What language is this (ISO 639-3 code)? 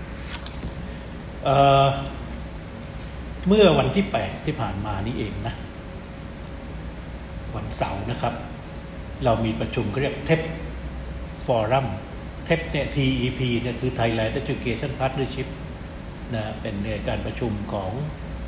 tha